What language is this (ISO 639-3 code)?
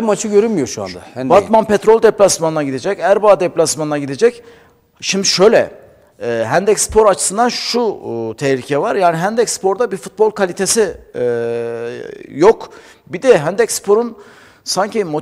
tur